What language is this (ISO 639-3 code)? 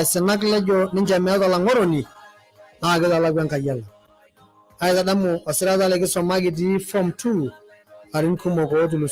mas